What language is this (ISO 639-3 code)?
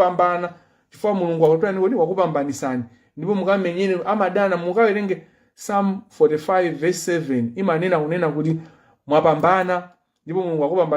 nya